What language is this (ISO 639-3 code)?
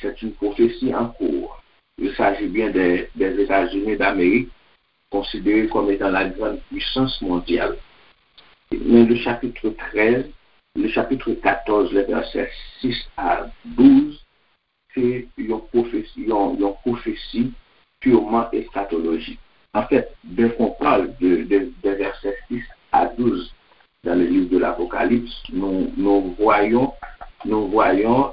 hat